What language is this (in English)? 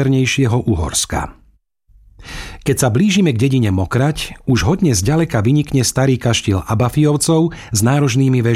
Slovak